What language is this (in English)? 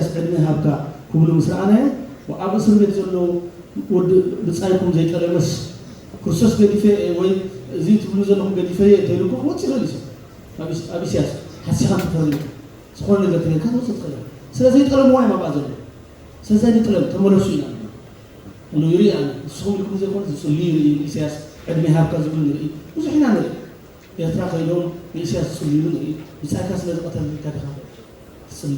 Tigrinya